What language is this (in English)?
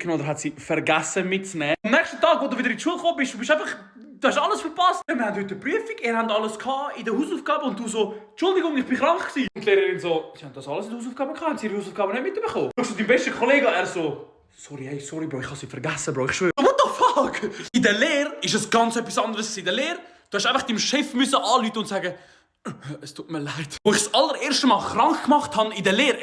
Swiss German